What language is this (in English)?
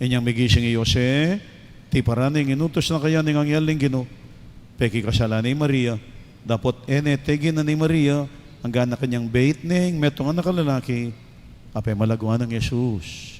Pampanga